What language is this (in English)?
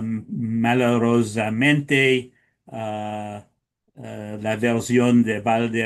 Ladino